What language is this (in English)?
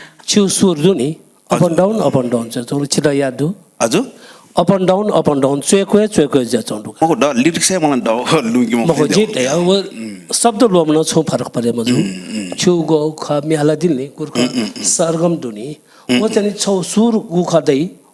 Newari